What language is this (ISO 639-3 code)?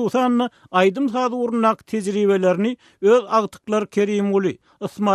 tuk